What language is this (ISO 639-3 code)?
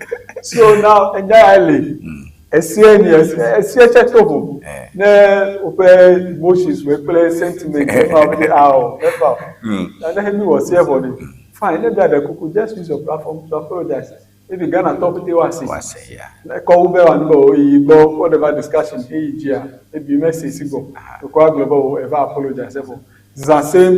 ewe